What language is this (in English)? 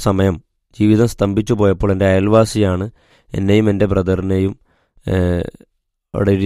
Malayalam